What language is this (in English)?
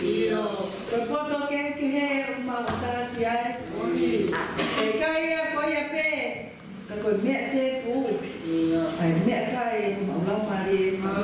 Tongan